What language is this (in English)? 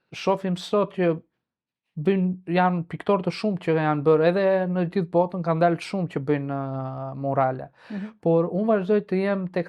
Albanian